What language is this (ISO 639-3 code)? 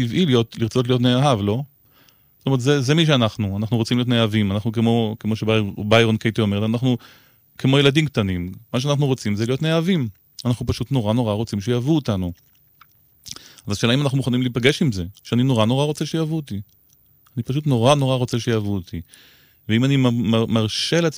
heb